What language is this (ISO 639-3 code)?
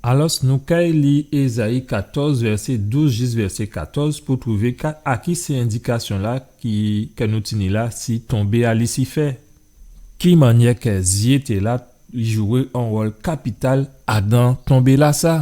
gcf